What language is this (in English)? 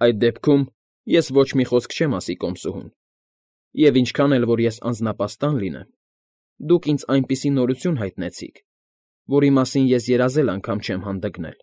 Armenian